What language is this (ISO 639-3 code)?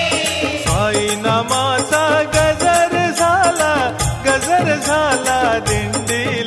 mar